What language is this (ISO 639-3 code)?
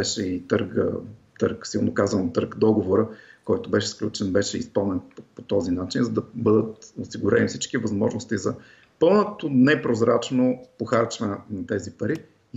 bul